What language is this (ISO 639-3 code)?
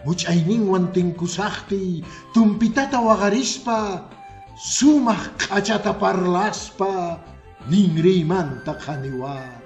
que